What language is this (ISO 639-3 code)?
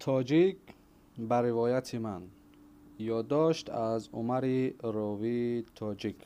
tgk